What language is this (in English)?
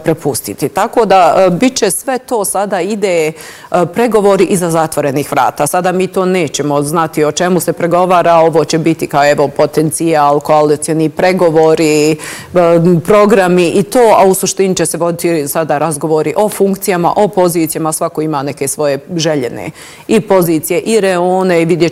Bosnian